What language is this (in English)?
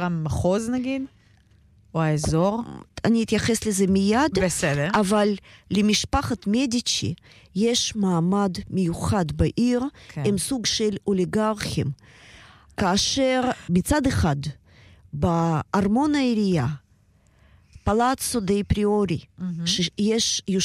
Hebrew